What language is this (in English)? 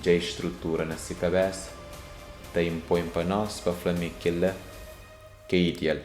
Kabuverdianu